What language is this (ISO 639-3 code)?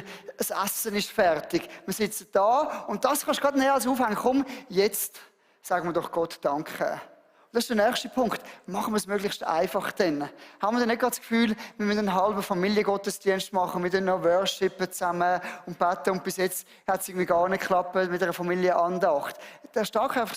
gsw